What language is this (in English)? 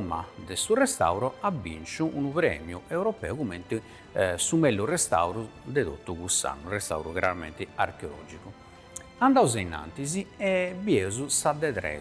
Sardinian